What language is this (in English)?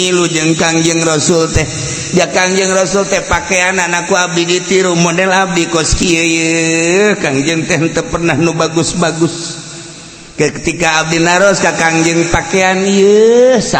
Sundanese